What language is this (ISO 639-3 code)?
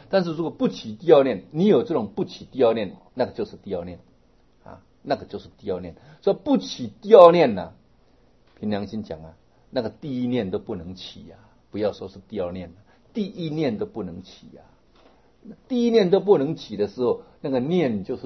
zho